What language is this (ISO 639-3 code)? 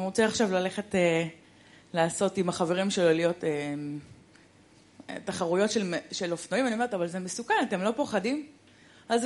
heb